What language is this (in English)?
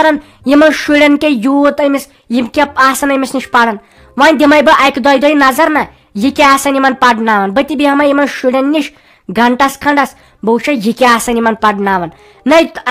Kashmiri